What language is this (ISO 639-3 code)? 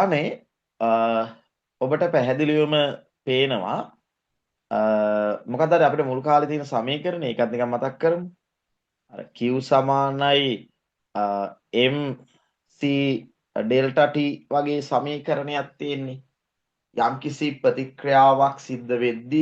sin